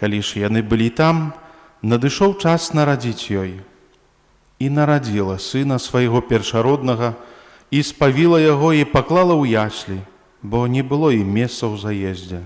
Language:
Belarusian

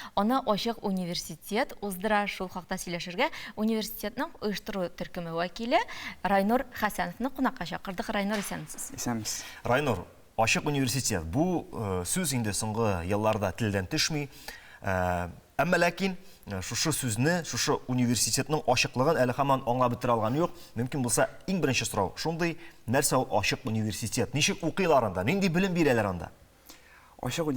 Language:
Tatar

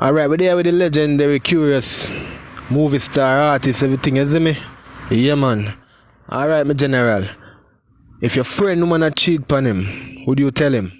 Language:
Jamaican Creole English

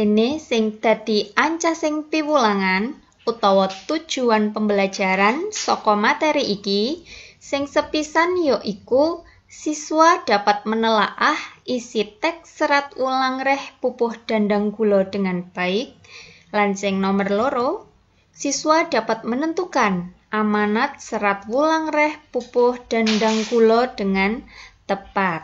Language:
Javanese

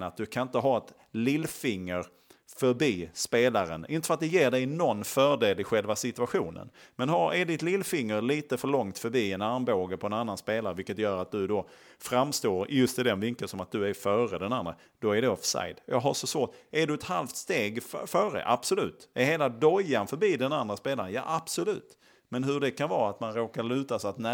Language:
Swedish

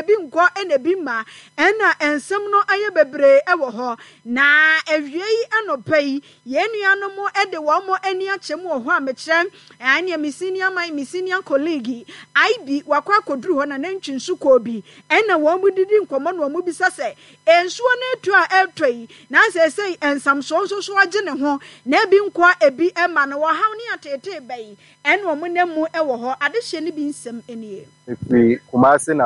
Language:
Akan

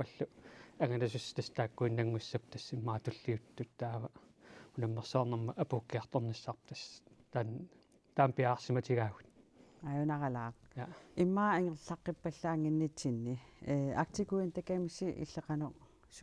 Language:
Kalaallisut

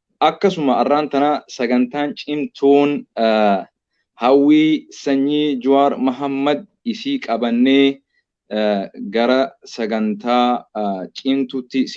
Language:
Oromo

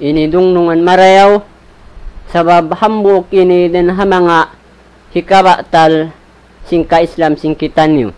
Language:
Tausug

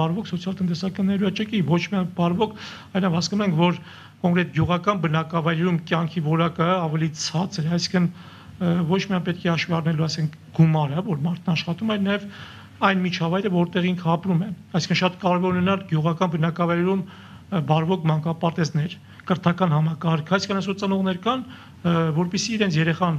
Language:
Armenian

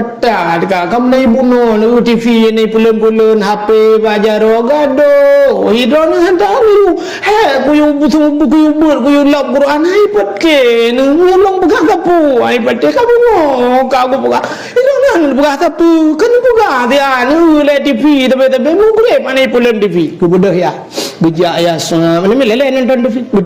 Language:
Achinese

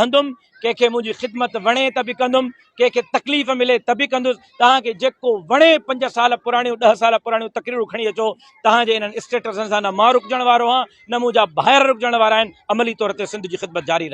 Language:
Sindhi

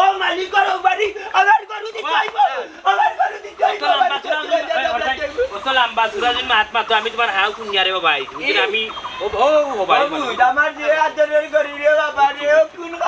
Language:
Sylheti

